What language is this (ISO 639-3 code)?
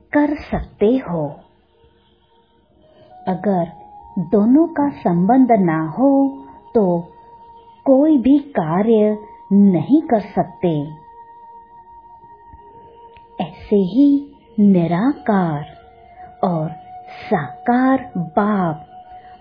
hin